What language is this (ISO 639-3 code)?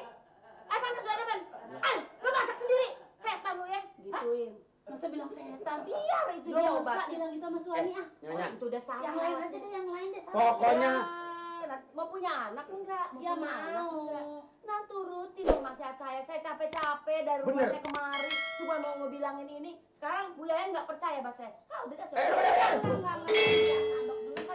bew